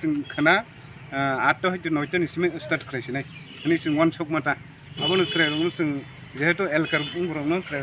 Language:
Kok Borok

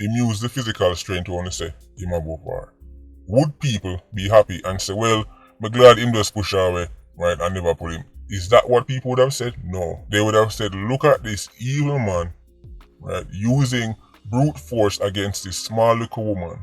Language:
Jamaican Creole English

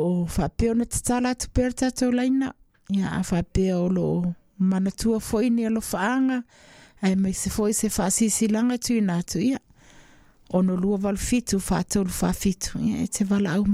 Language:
Samoan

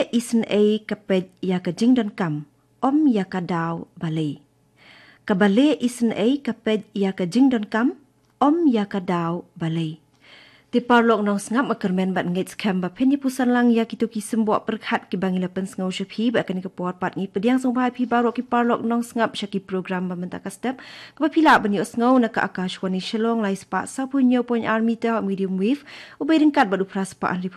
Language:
Khasi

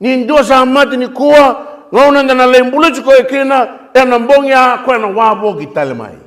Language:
Fijian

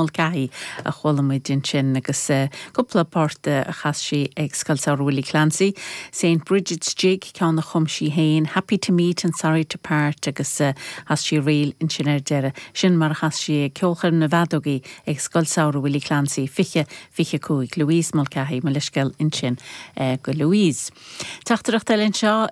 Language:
Irish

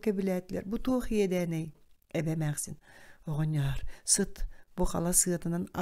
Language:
Yakut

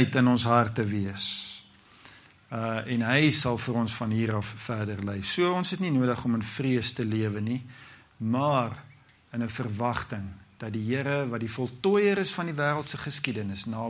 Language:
Afrikaans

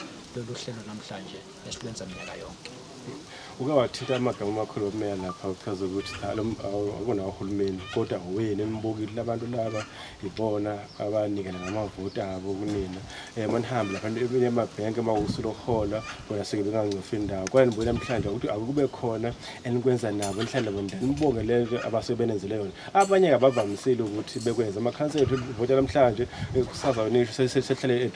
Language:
Zulu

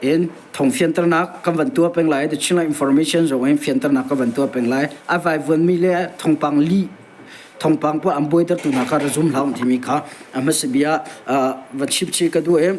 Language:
Hakha Chin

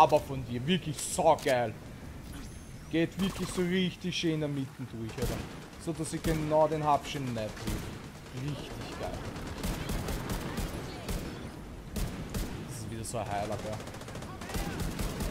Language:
German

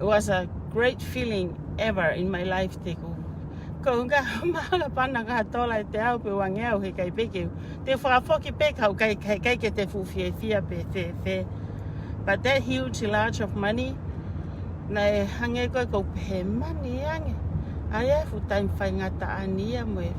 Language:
Tongan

